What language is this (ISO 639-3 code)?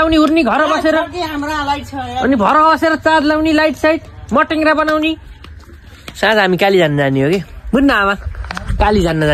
nep